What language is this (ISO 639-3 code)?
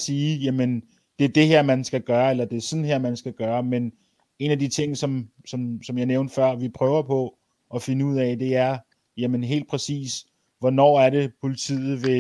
dan